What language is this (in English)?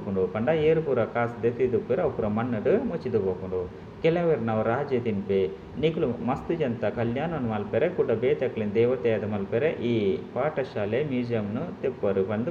Tulu